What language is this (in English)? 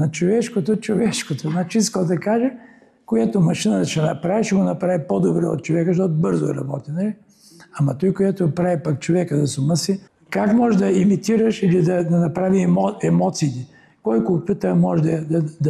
Bulgarian